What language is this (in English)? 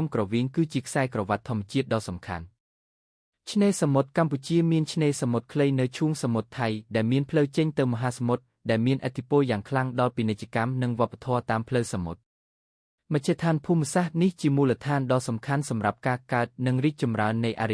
Khmer